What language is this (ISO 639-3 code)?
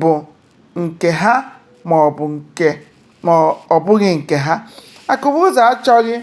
ibo